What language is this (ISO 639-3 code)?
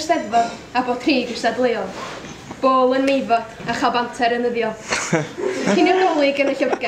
cym